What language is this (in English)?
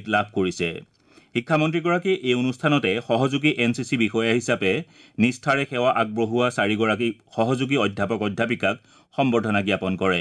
Assamese